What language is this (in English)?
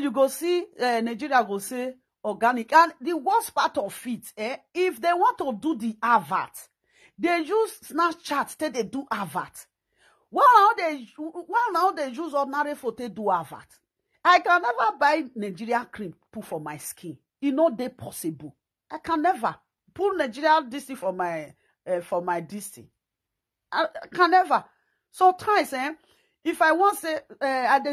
Nigerian Pidgin